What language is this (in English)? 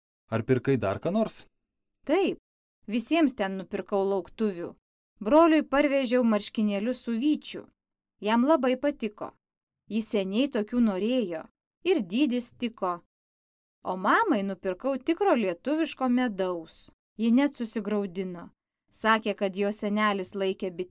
Lithuanian